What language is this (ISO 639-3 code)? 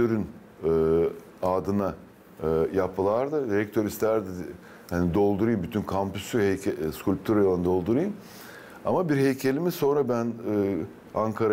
gag